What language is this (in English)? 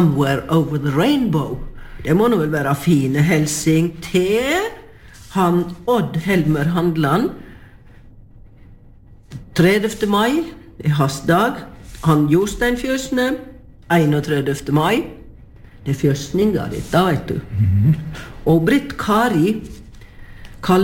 Norwegian